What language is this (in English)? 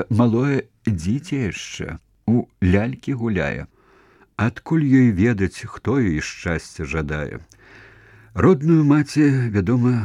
Belarusian